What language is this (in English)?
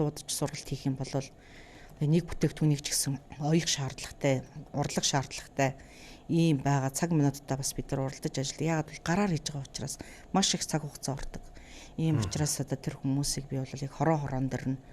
Mongolian